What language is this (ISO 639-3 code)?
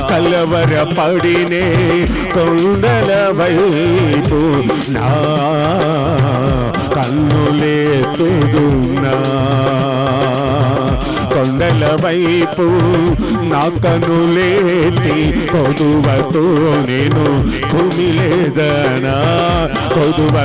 tel